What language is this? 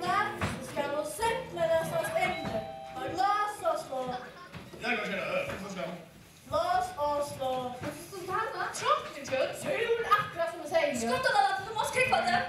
Faroese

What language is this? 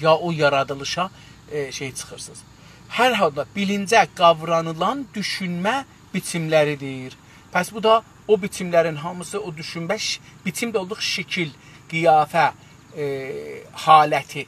South Azerbaijani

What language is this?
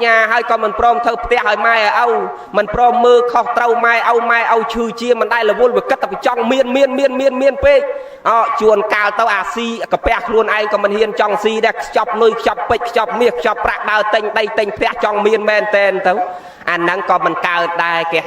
Khmer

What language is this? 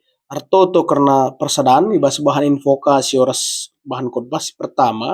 Batak Karo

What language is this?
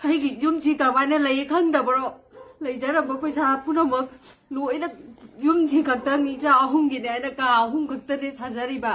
Manipuri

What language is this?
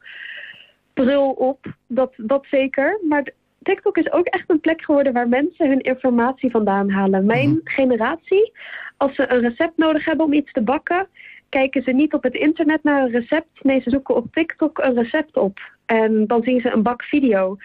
Dutch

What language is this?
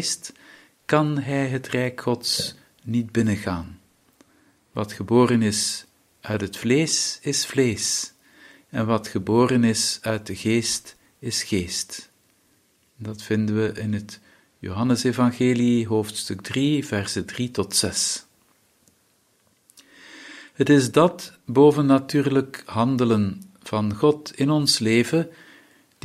Dutch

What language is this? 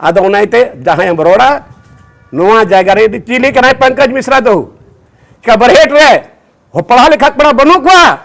Santali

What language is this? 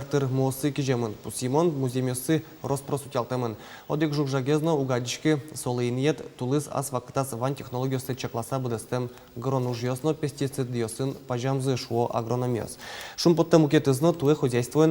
Udmurt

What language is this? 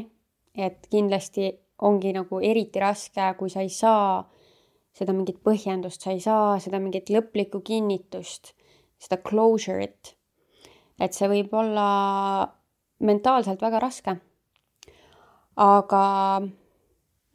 Estonian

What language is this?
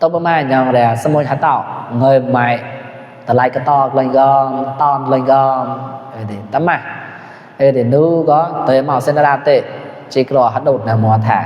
Mon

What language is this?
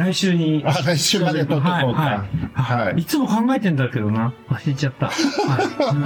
Japanese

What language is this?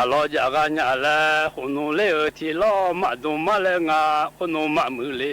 Akha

